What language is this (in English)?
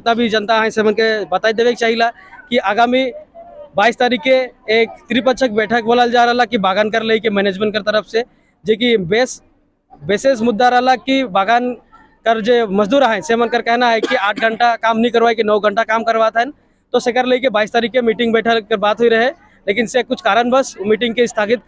Sadri